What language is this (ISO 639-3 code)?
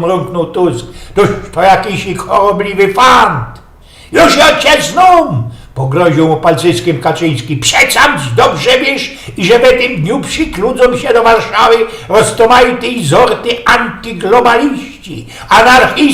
szl